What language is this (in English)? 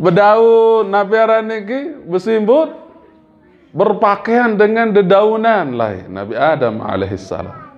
Sasak